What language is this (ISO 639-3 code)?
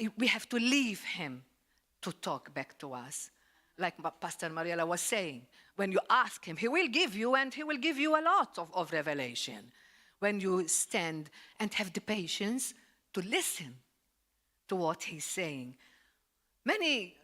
eng